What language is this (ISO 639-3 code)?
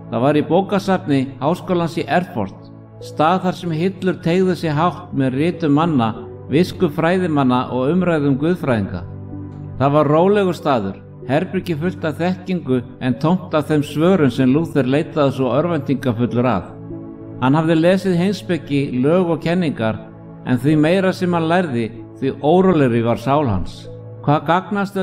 isl